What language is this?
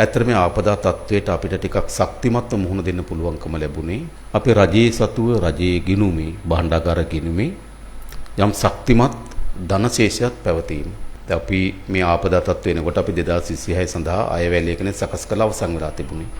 Sinhala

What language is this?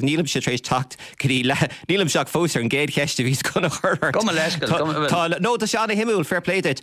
Irish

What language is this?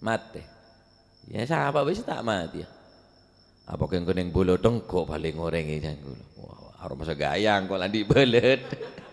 Madurese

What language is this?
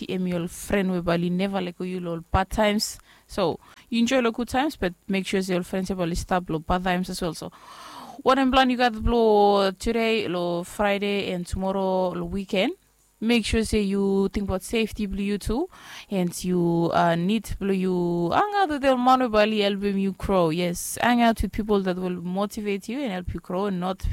Bislama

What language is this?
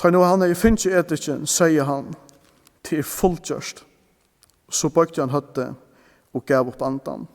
Faroese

